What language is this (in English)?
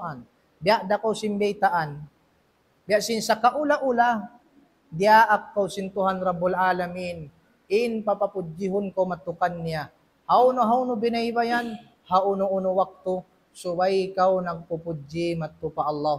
Tausug